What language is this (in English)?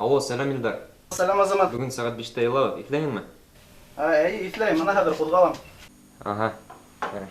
Bashkir